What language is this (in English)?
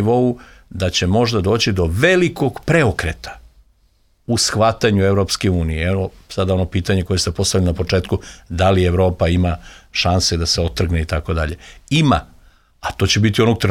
Serbian